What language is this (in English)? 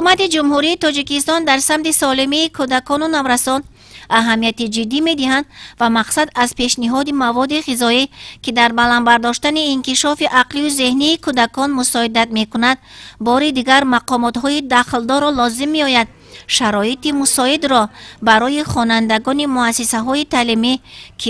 Tajik